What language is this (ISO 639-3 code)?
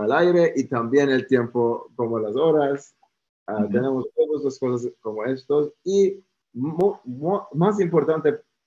lad